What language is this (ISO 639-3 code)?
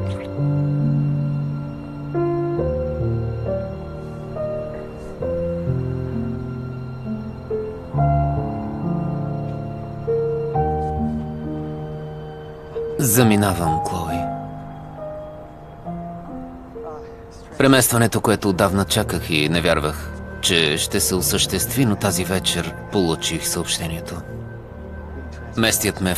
bul